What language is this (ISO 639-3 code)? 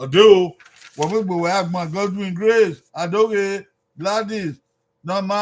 bin